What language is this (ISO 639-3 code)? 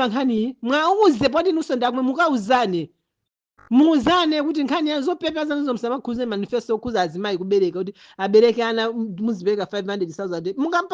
nya